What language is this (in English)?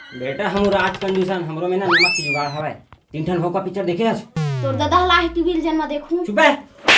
Chhattisgarhi